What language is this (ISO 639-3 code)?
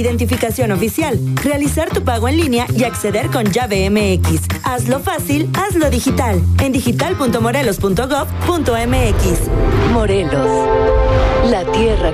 spa